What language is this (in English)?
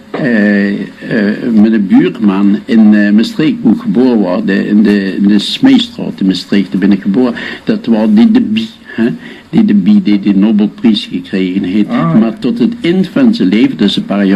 Limburgish